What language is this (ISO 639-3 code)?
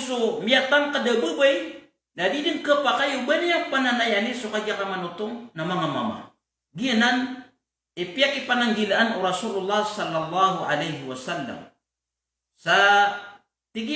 mrw